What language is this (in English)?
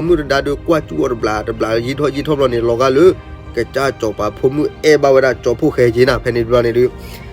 S'gaw Karen